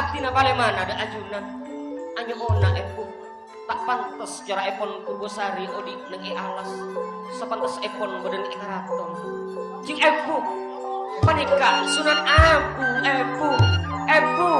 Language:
Madurese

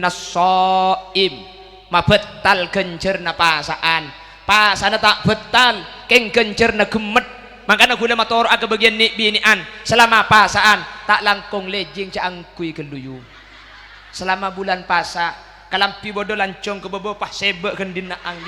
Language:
Madurese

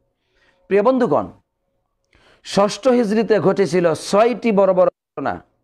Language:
Bangla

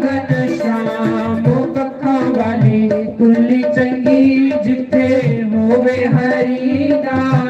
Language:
Dogri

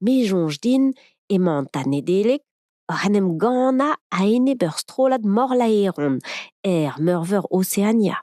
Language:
Breton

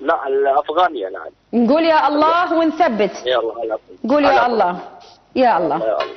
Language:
Mesopotamian Arabic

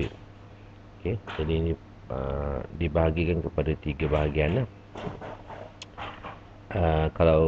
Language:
Malay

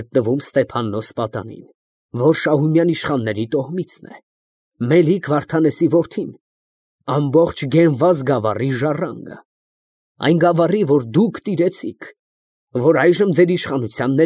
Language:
Armenian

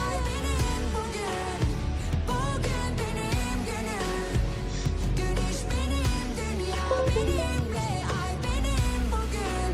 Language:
Kara-Kalpak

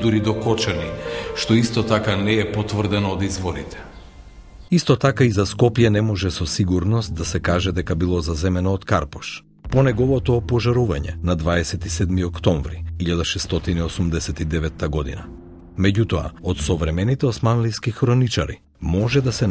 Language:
Macedonian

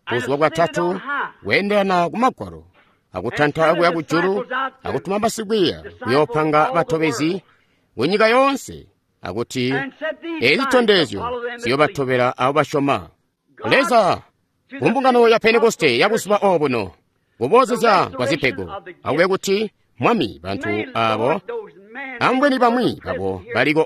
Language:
Tonga (Zambia)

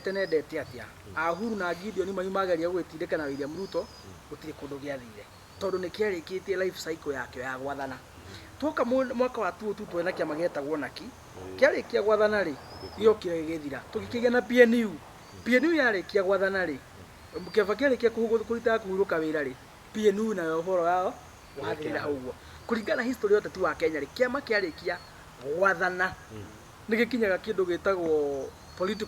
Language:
Kikuyu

